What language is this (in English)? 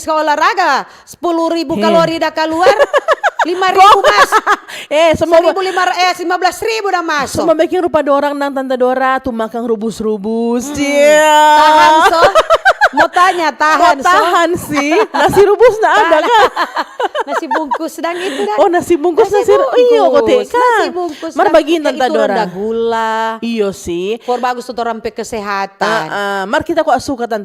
Manado Malay